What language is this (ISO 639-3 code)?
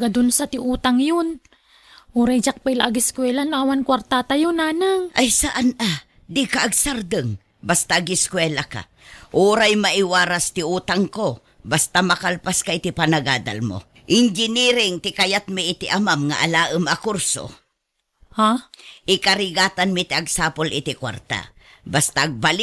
ilo